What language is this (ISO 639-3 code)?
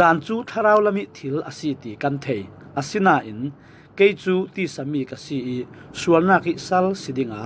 cfm